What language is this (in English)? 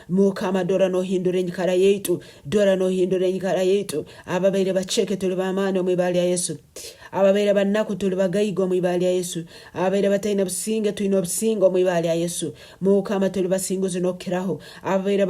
Nyankole